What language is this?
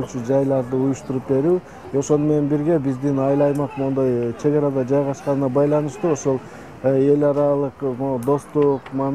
Kyrgyz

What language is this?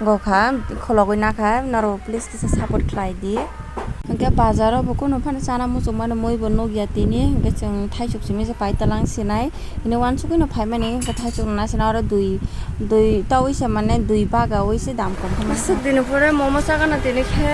Kok Borok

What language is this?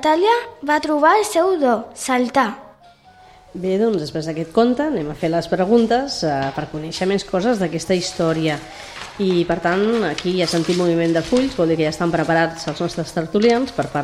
Catalan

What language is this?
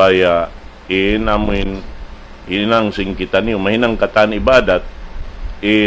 Tausug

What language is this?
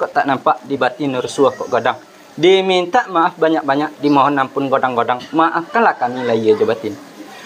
Minangkabau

